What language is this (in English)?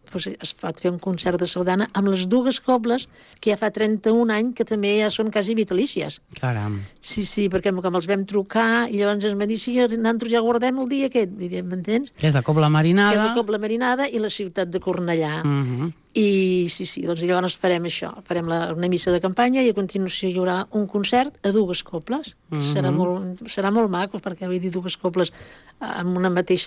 Catalan